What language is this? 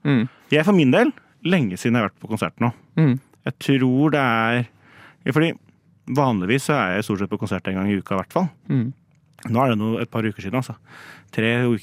Norwegian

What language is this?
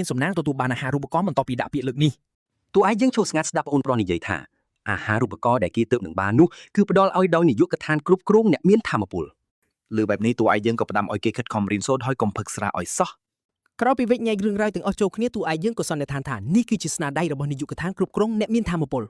Khmer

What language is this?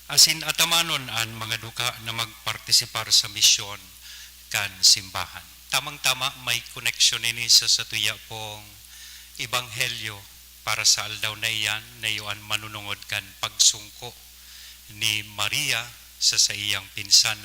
Bikol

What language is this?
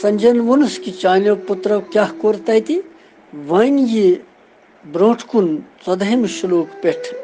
Kashmiri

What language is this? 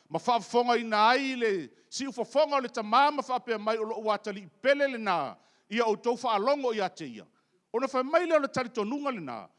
Samoan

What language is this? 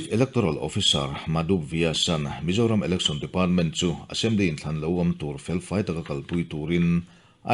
Mizo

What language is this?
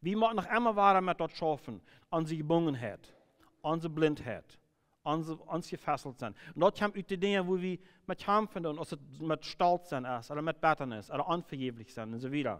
Plautdietsch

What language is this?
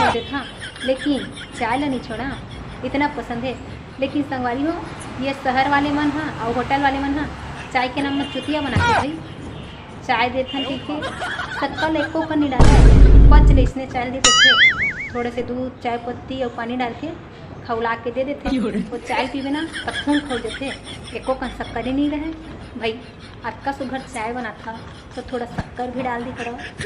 Chhattisgarhi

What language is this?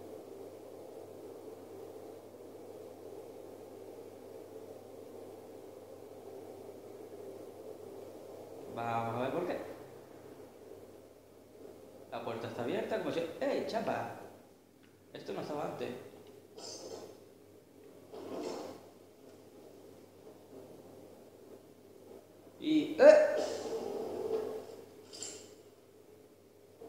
Spanish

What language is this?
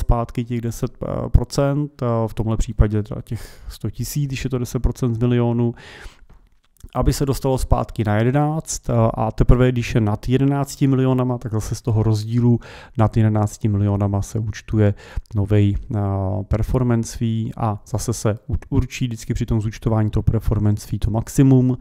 Czech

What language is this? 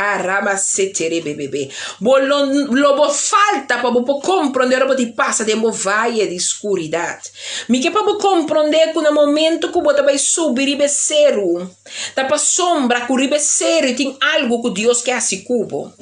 Papiamento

